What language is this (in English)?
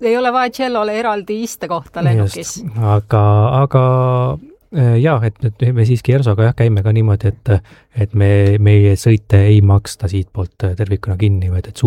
Estonian